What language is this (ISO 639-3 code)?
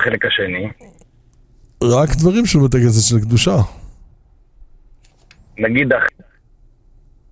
heb